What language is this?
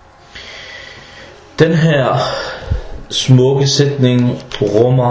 Danish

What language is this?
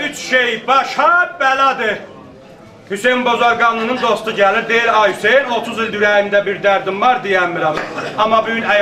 South Azerbaijani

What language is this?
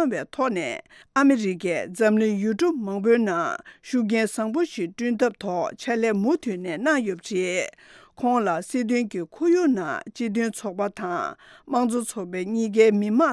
Tibetan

